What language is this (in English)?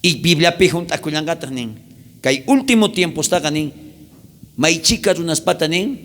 South Bolivian Quechua